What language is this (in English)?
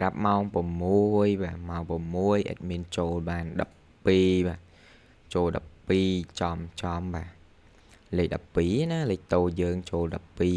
Khmer